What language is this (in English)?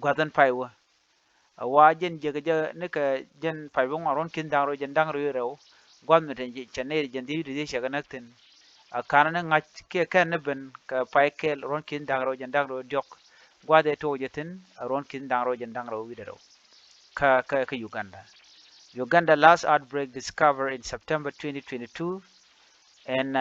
Nuer